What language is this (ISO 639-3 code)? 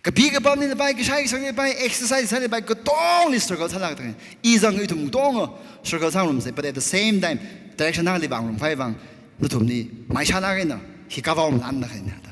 nmf